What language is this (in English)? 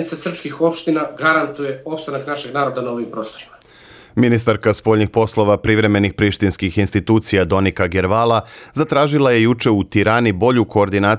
Serbian